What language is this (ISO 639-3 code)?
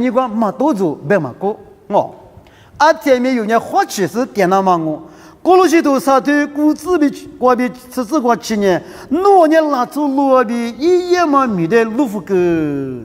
lis